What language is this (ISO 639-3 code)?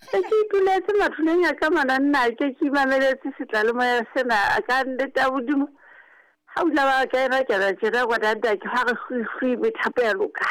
sot